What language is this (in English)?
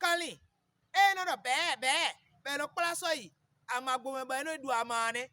Fon